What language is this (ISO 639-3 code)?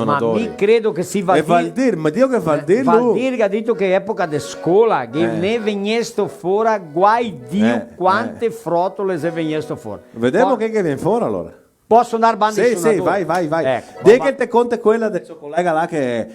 vec